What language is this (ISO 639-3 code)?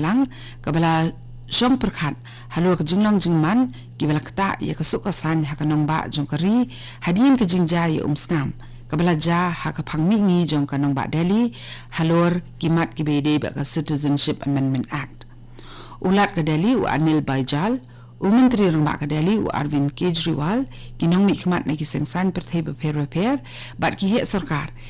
kha